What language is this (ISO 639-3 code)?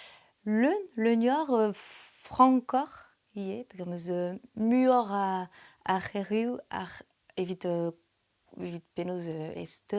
bre